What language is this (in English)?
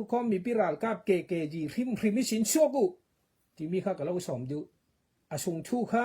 Falam Chin